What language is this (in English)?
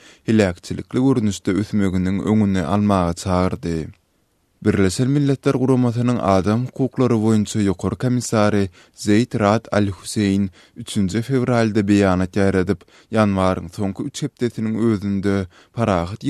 Turkmen